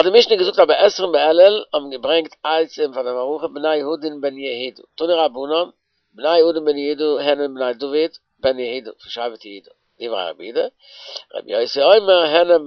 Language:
Yiddish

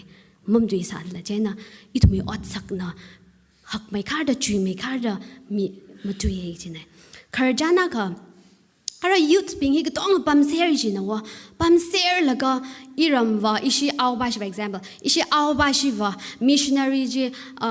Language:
Tangkhul Naga (India)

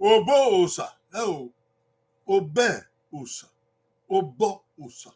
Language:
Bini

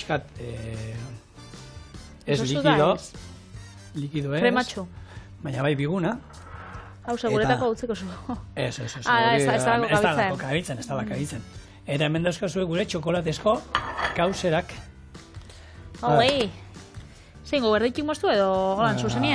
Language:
Basque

